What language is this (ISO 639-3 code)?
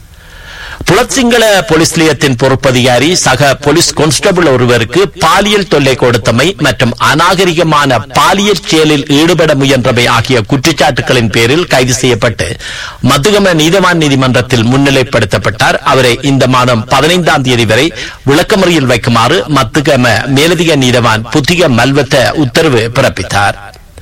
tam